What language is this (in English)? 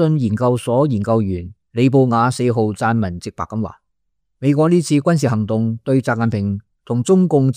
Cantonese